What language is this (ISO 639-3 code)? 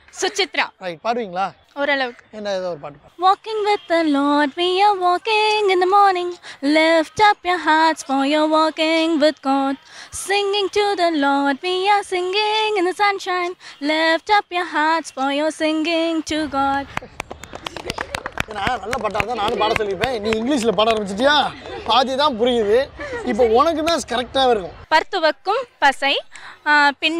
tam